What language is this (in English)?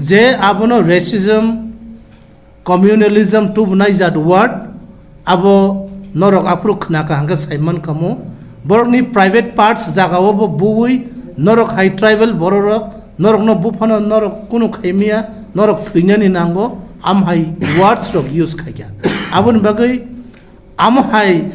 Kok Borok